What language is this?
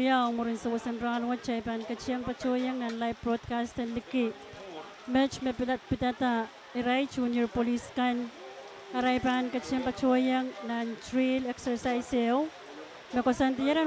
Pohnpeian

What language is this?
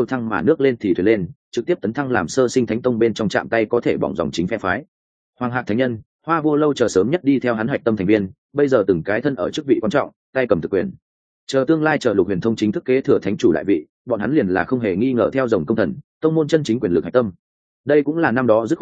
Vietnamese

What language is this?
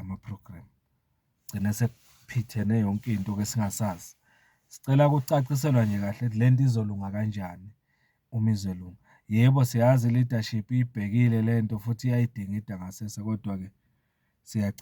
Zulu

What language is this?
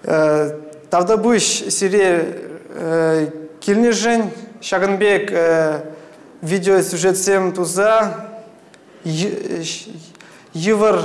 Chuvash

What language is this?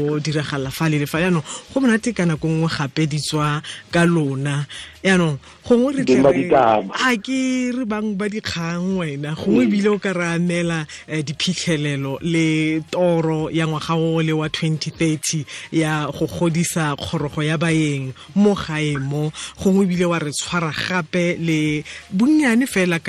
Tswana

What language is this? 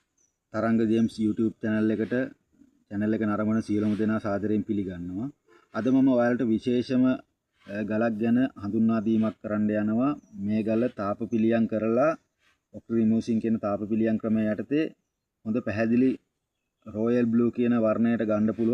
Sinhala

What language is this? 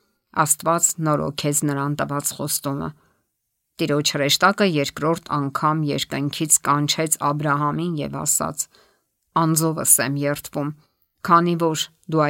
Armenian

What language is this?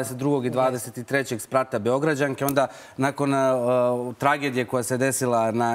Serbian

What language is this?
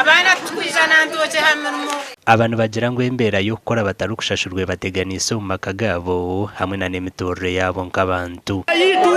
Nyankole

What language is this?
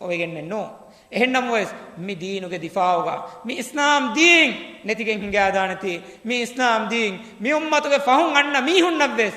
Divehi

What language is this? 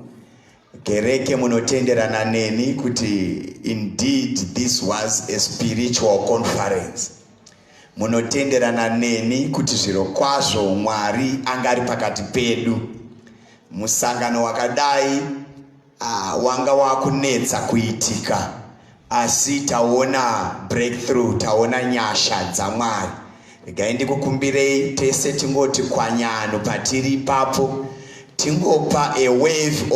Shona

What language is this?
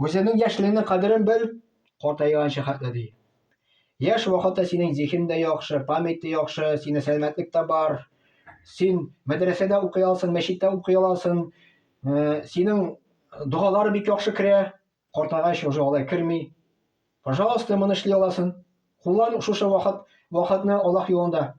Tatar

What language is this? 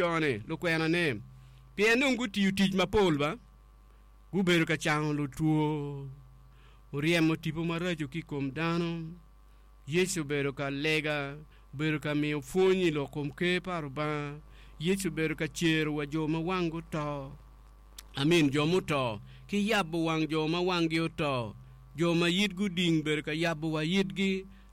Acoli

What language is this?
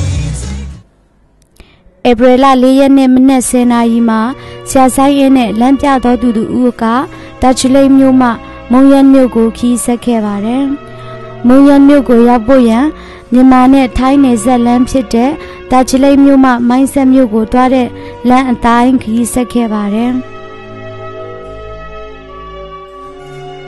Burmese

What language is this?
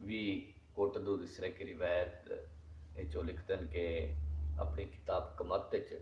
Saraiki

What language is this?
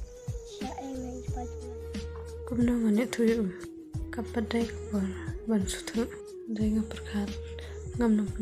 Khasi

